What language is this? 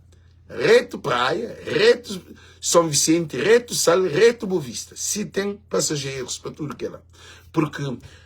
Kabuverdianu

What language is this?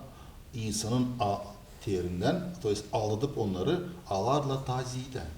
Gagauz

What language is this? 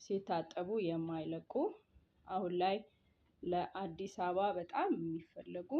Amharic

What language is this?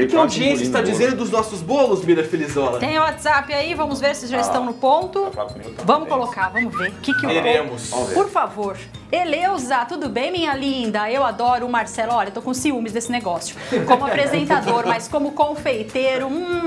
Portuguese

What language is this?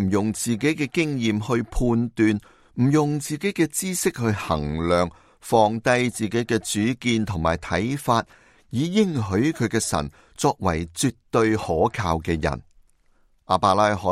Cantonese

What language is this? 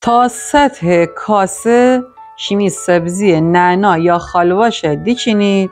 Gilaki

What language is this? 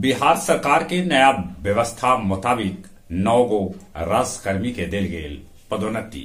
Magahi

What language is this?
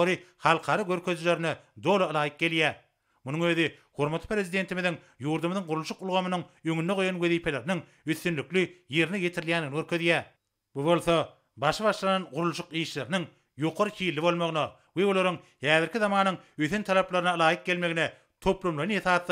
Turkmen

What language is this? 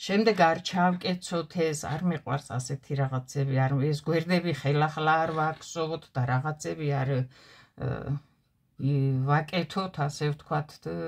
Georgian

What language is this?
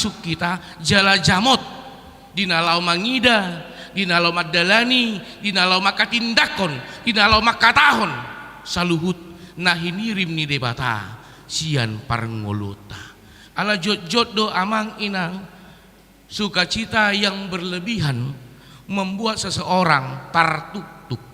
Batak Toba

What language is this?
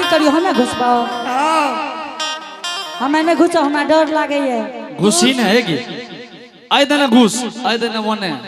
Angika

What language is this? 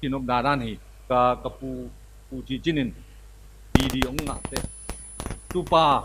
Tedim Chin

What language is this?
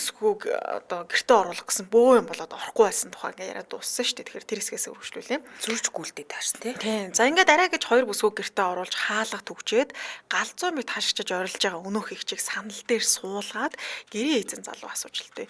Mongolian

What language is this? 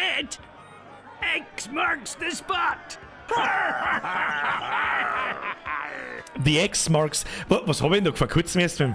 Bavarian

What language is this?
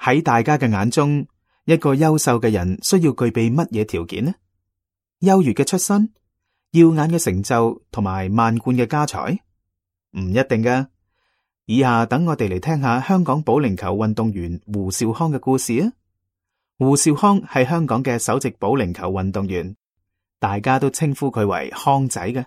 Cantonese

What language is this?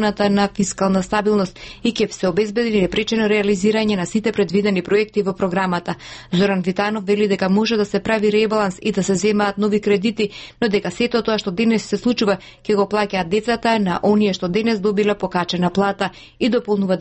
Macedonian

